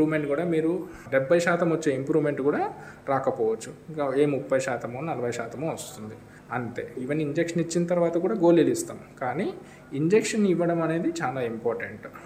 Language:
Telugu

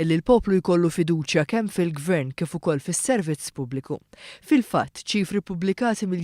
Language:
Maltese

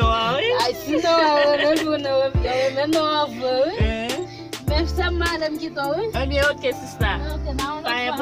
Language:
Haitian Creole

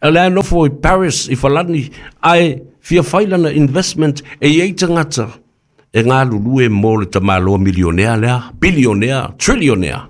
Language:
Samoan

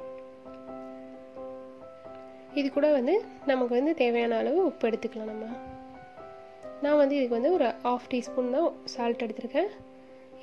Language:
Tamil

